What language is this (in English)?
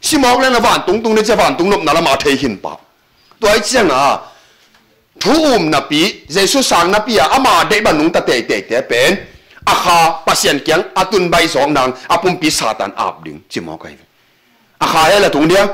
Tedim Chin